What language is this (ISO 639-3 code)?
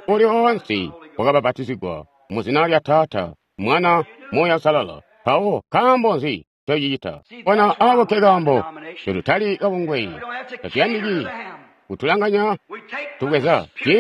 toi